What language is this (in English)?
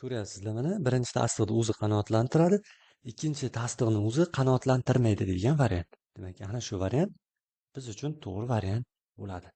Uzbek